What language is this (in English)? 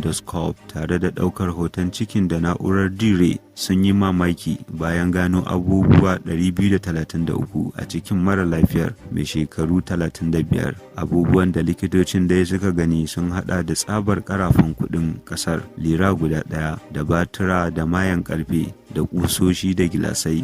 Hausa